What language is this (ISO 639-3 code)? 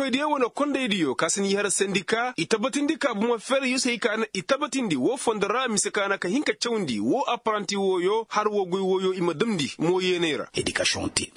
ses